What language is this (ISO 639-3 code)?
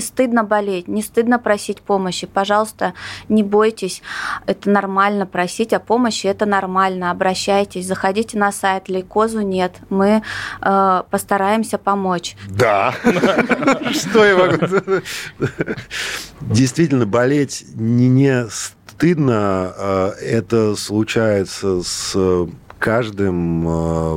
rus